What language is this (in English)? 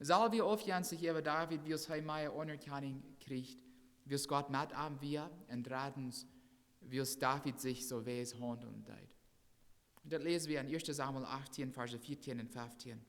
Plautdietsch